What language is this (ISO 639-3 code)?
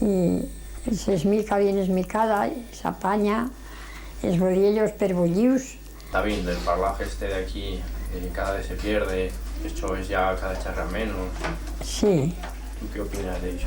arg